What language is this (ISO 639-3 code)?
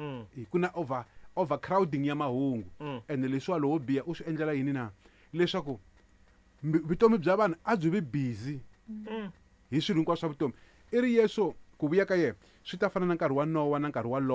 tso